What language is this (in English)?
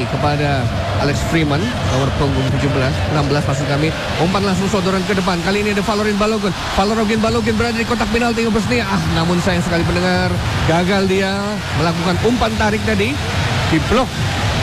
Indonesian